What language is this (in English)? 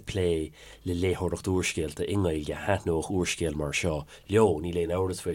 Irish